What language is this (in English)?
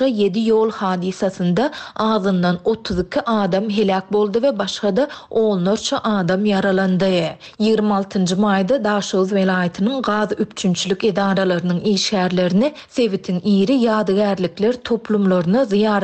Turkmen